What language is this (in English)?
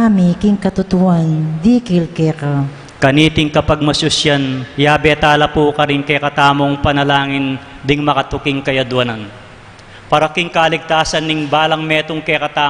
Pampanga